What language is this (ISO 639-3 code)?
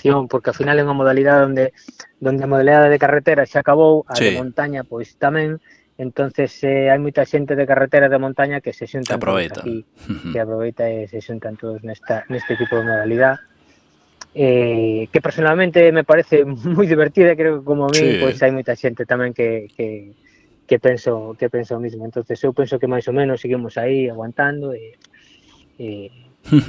glg